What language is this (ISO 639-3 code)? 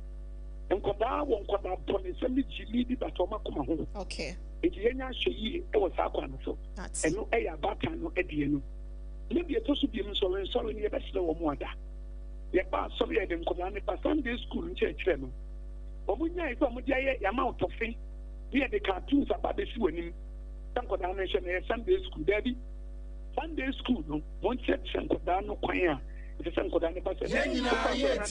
aka